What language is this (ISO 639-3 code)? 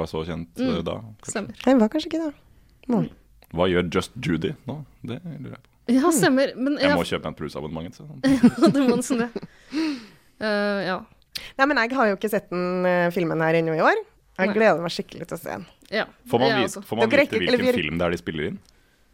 nor